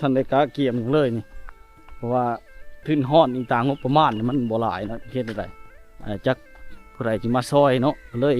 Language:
Lao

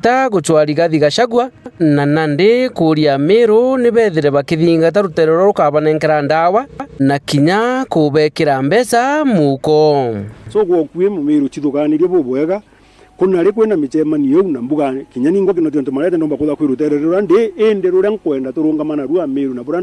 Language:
Meru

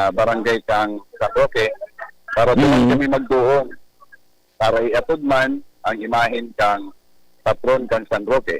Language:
Bikol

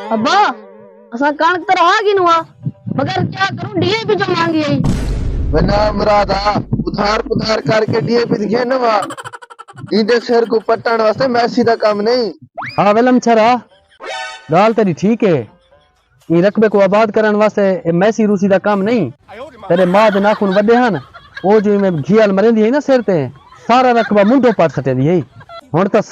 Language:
Saraiki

